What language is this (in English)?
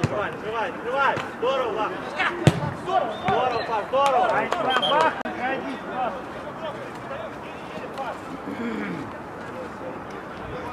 Russian